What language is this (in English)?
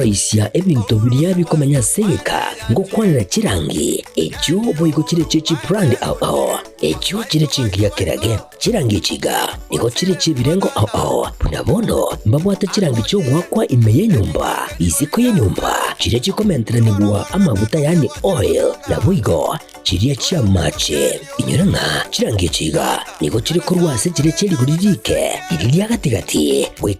Gusii